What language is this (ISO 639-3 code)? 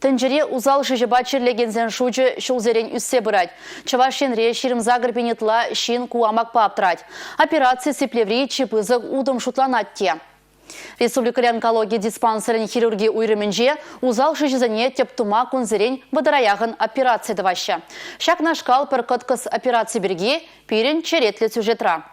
chv